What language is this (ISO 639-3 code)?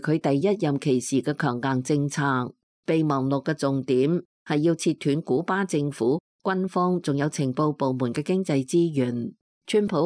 yue